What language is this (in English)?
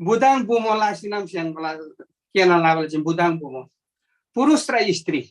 Eastern Tamang